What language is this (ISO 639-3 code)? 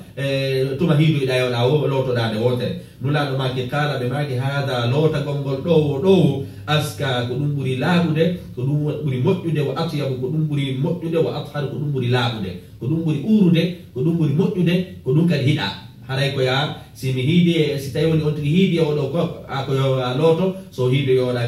ful